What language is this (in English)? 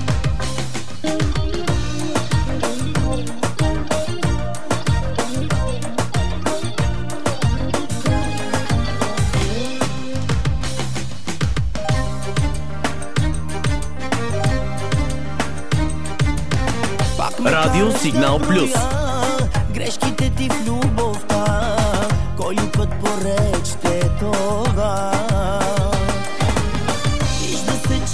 Bulgarian